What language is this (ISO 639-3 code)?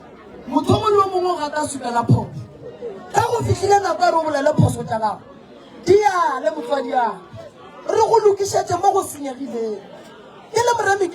nso